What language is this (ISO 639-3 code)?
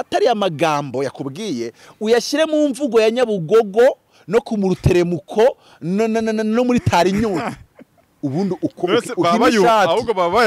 kin